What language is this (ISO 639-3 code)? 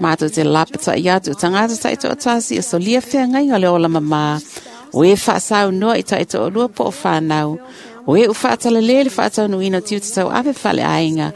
smo